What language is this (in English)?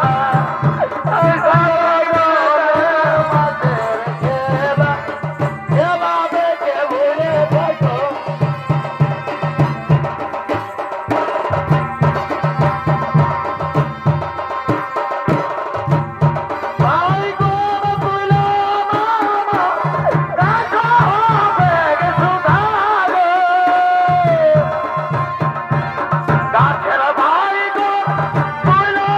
Bangla